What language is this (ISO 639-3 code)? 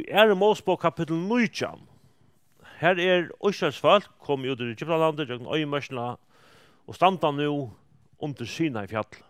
fao